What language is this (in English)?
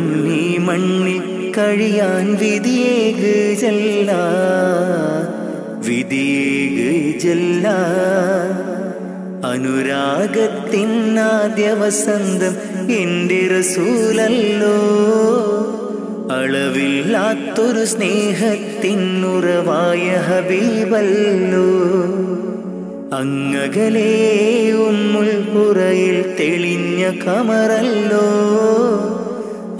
Malayalam